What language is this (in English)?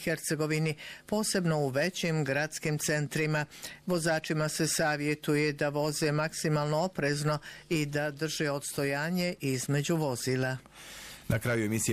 Bosnian